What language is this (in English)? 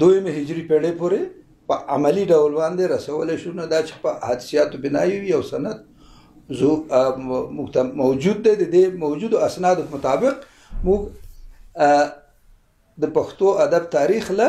Pashto